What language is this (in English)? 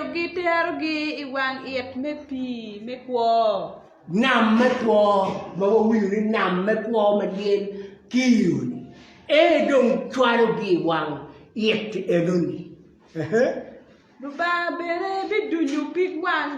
Acoli